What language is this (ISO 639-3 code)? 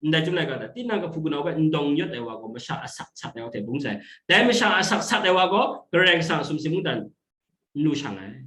kac